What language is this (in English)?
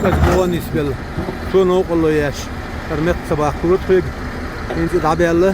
Chechen